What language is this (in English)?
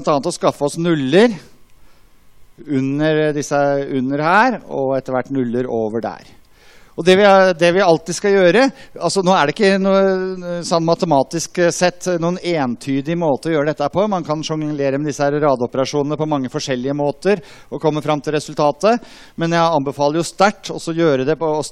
Norwegian